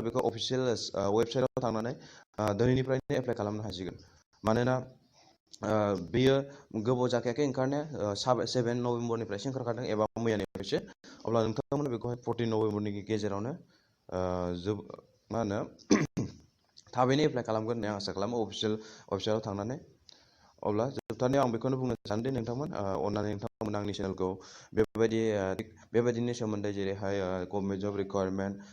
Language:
Bodo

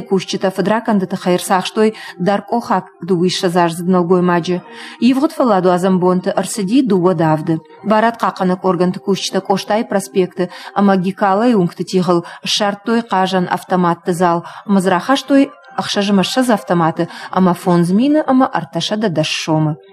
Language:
Ossetic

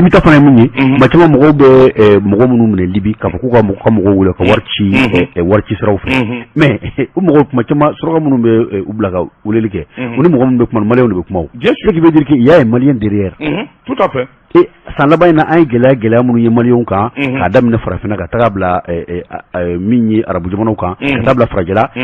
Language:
Bambara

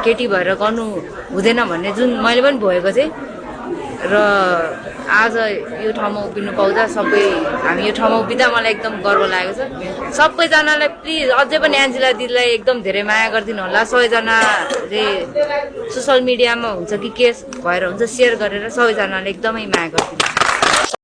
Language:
Nepali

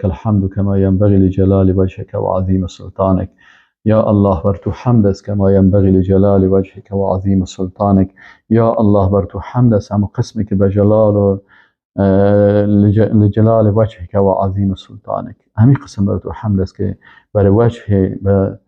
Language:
Persian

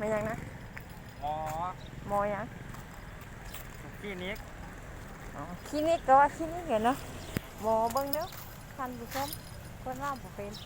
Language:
Lao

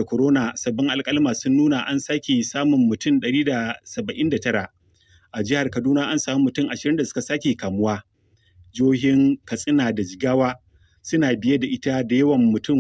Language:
Hausa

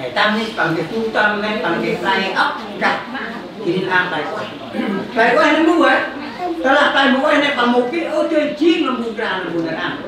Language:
Central Mnong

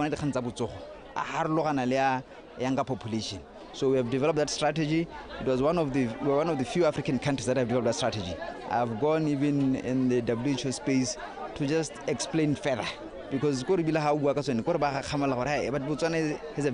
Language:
Tswana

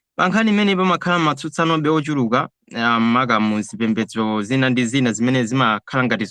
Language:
Nyanja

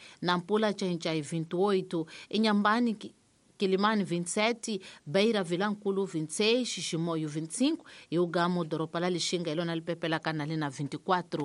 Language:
Tsonga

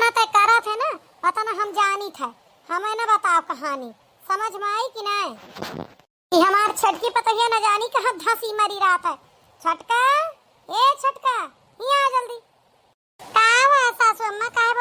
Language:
Awadhi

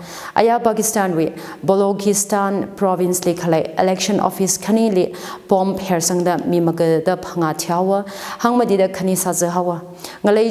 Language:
Tangkhul Naga (India)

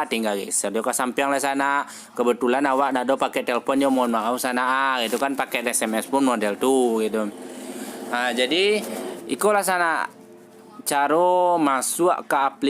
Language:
Minangkabau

